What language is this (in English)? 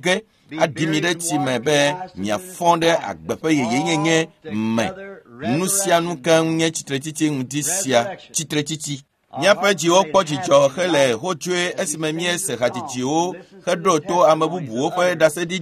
Ewe